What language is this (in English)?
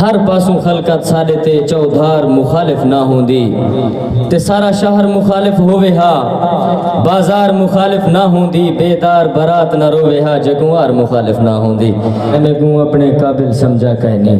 Saraiki